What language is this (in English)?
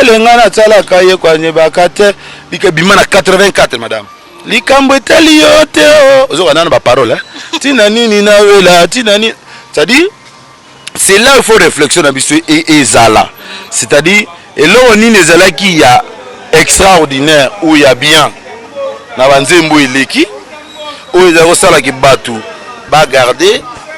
Lingala